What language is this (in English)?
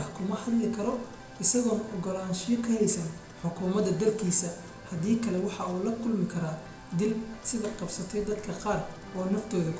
Somali